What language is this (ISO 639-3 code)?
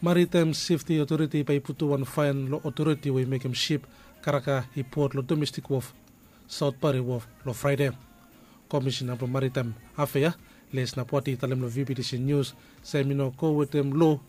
bis